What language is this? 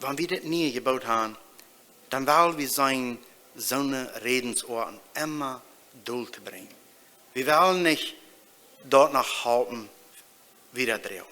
Plautdietsch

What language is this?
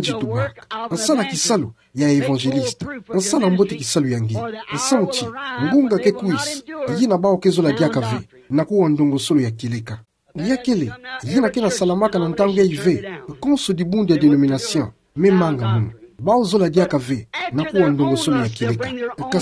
Kituba (Democratic Republic of Congo)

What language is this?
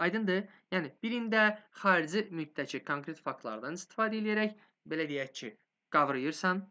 Azerbaijani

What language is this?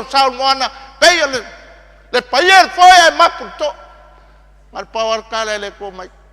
Samoan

